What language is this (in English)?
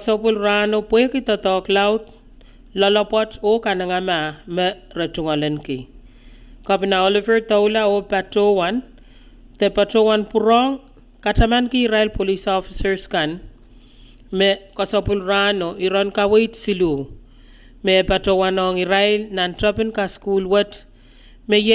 Pohnpeian